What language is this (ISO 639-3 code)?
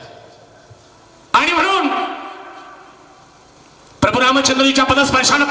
mar